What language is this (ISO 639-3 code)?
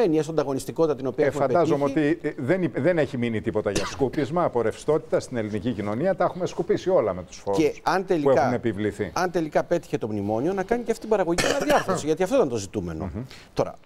ell